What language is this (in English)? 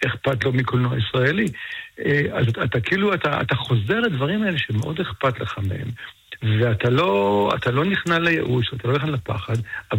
Hebrew